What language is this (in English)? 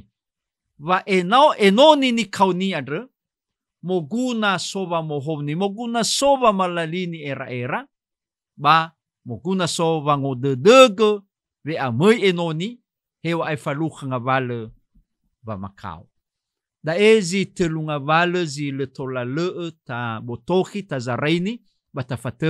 Nias